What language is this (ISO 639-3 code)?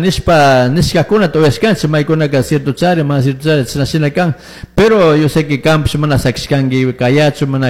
qug